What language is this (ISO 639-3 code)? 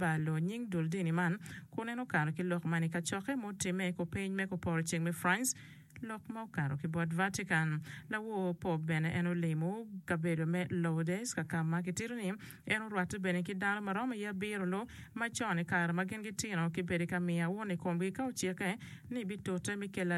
ach